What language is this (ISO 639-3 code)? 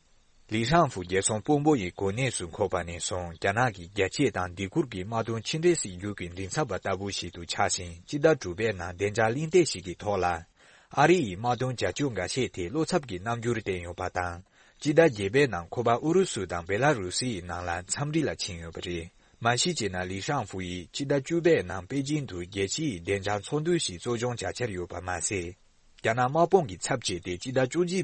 bod